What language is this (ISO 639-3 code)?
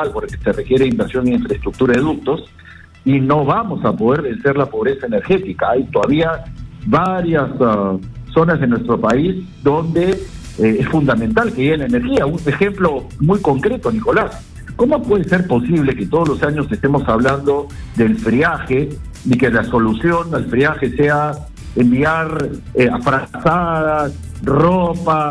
spa